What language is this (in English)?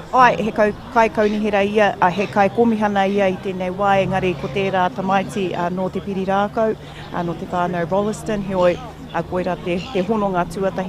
Māori